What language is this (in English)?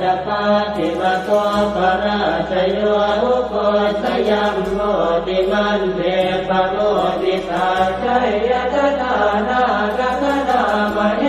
Pali